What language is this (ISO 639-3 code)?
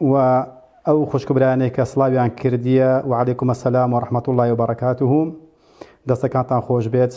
ckb